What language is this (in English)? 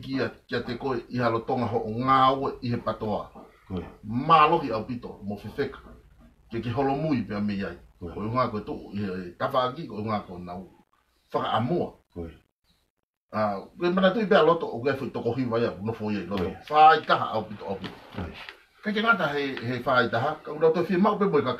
Tongan